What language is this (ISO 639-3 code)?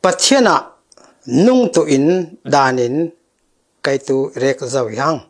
cfm